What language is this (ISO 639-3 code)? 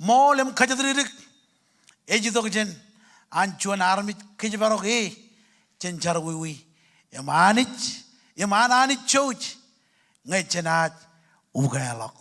mah